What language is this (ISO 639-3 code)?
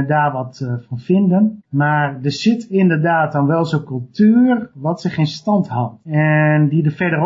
nld